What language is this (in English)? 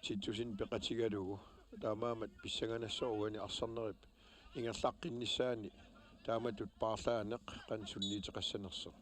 Kalaallisut